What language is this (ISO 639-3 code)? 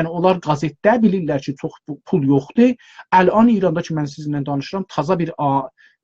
azb